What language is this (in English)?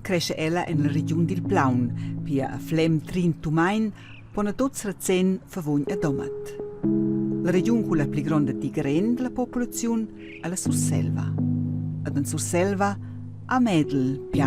Romansh